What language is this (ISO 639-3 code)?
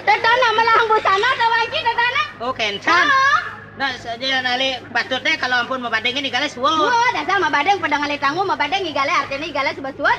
ban